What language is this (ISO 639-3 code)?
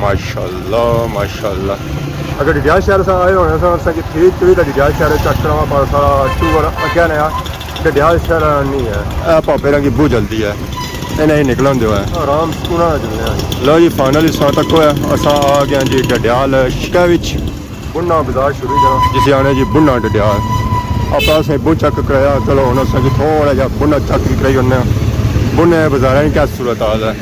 phr